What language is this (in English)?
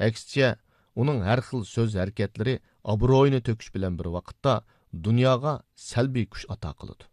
Uyghur